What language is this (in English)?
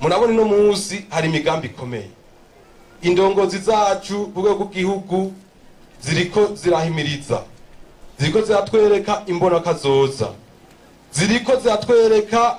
Rundi